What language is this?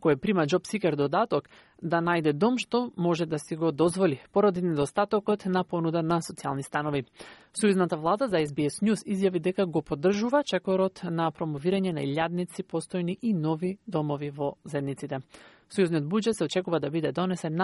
Macedonian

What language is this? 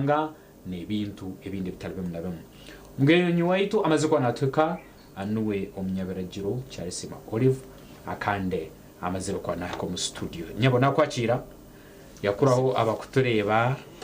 Nyankole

